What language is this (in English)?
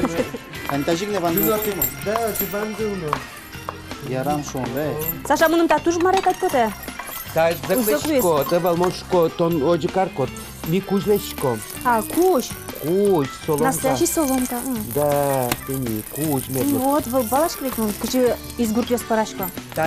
Udmurt